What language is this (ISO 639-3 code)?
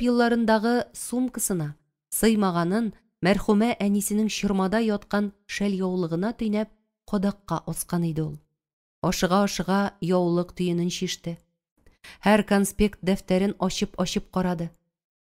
tat